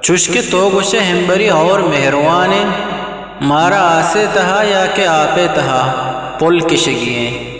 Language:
Eastern Balochi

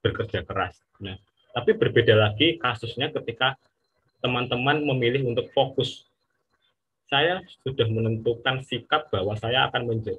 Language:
Indonesian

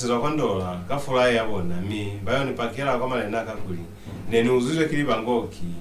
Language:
Lozi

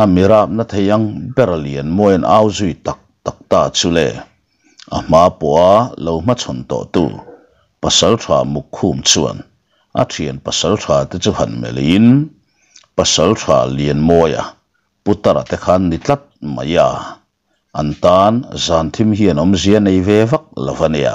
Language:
Mizo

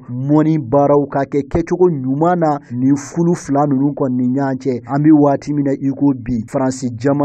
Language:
Bambara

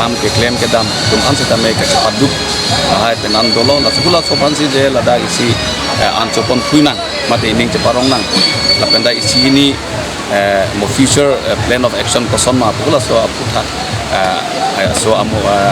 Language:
Karbi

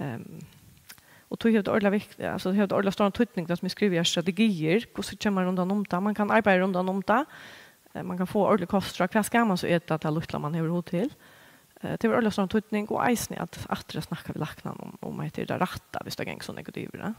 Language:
Faroese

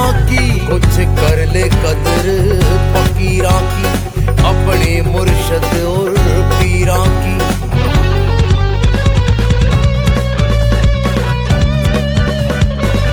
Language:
Haryanvi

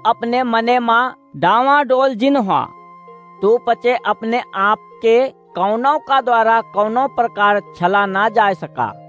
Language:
Awadhi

